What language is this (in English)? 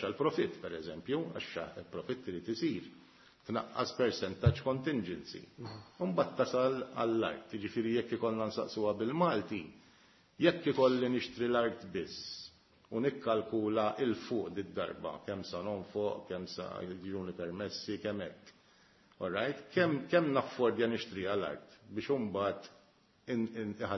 Maltese